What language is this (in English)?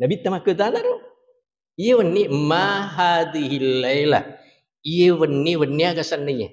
Buginese